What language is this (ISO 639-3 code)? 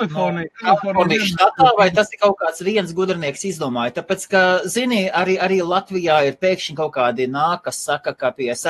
lav